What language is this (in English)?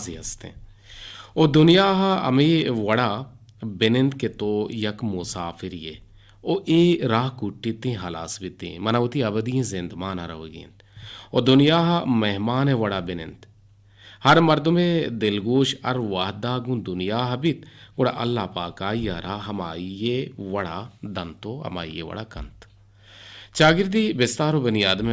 Eastern Balochi